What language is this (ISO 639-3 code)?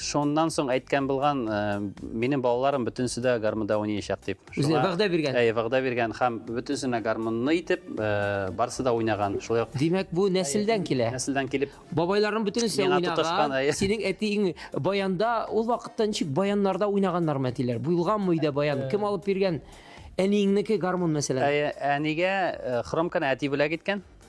tat